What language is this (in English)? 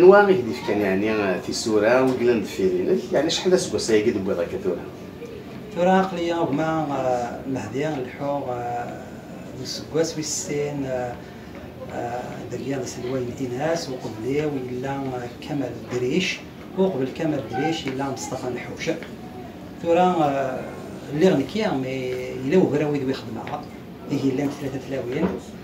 Kabyle